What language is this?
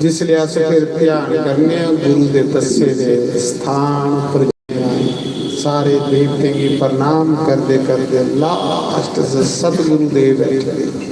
Dogri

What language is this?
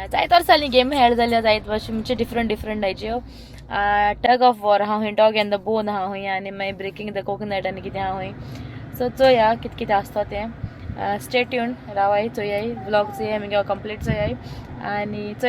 Konkani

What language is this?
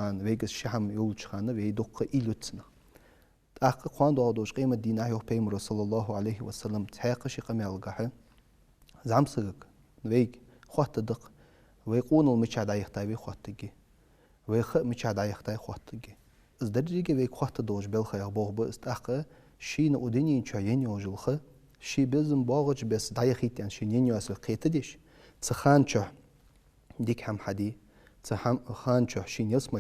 Ingush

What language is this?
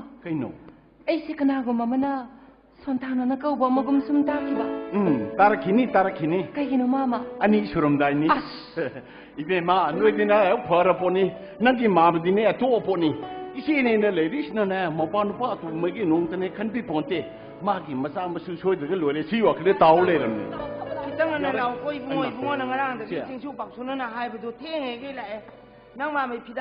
Manipuri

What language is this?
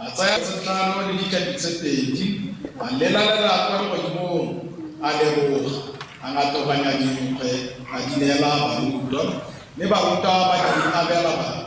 Tswana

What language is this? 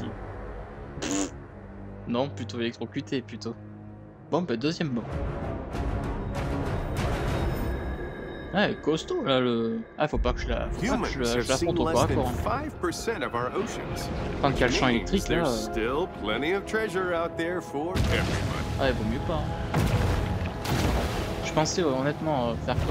French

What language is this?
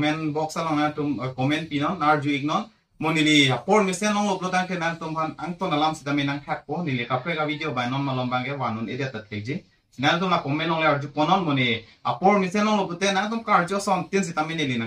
Karbi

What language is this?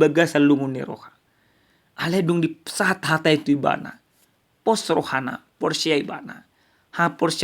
Batak Toba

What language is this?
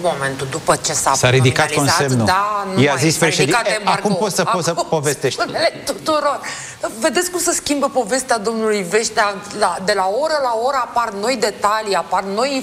Romanian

